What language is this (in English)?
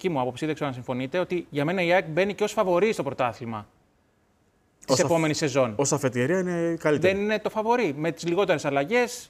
Greek